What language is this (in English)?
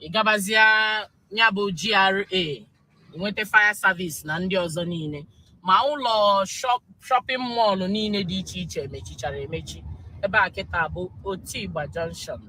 Igbo